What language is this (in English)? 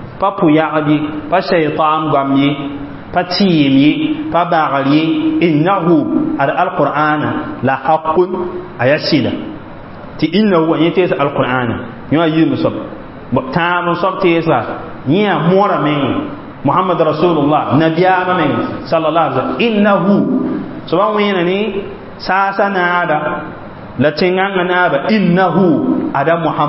Mossi